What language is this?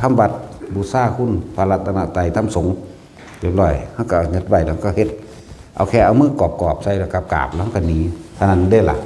Northeastern Thai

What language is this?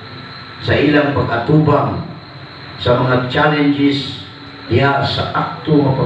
Cebuano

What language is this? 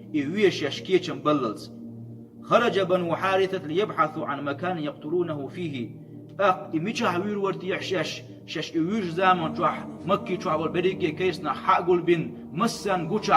Chechen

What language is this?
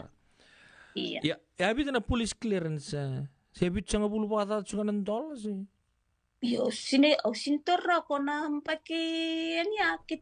Fijian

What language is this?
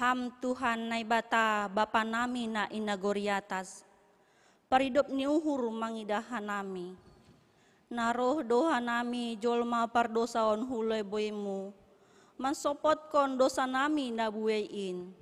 Batak Simalungun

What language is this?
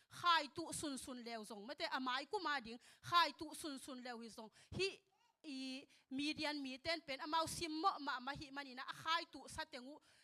Tedim Chin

